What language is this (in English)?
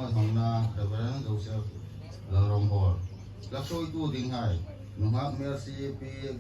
Hmar